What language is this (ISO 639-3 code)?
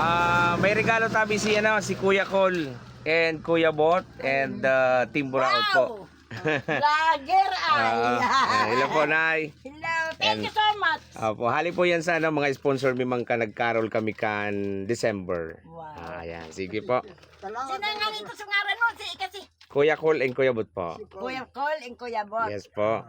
bik